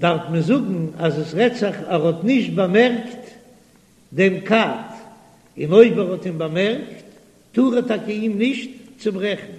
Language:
Yiddish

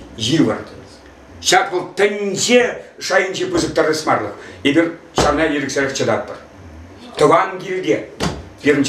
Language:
Chuvash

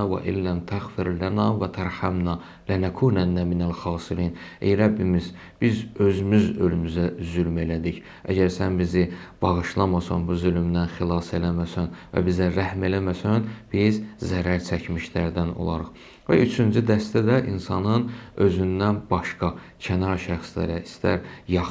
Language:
Azerbaijani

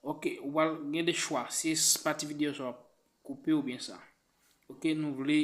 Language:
Haitian Creole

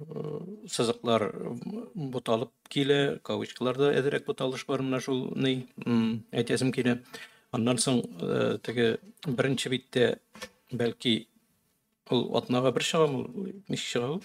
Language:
Tatar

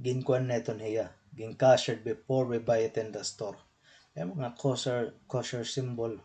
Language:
Waray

